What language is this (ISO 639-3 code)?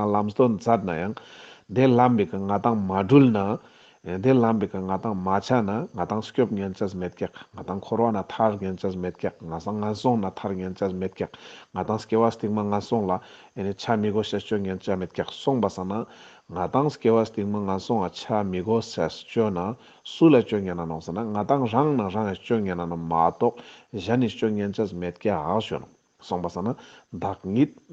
lbj